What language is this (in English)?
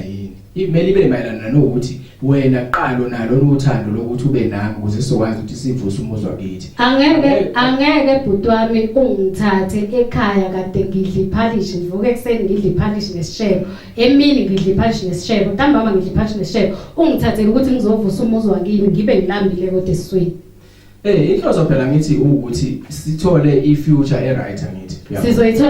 Zulu